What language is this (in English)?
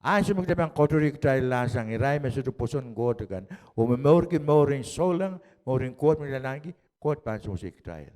Pohnpeian